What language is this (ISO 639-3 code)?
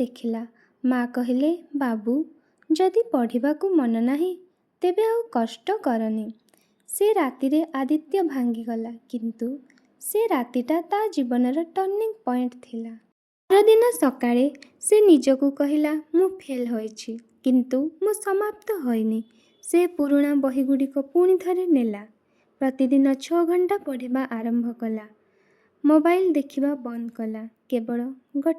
ori